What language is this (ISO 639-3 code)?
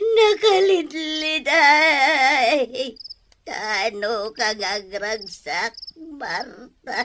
ilo